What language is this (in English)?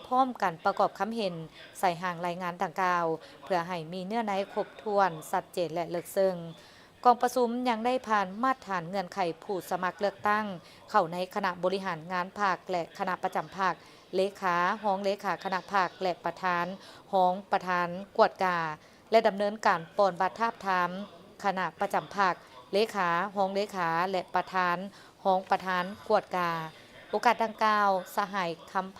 Lao